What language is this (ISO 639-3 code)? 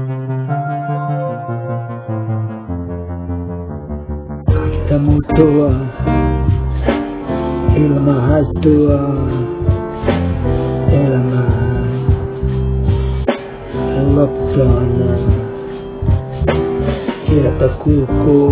fin